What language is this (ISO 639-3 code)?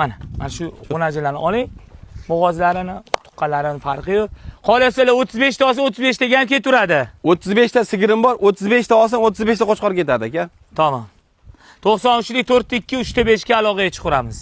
uzb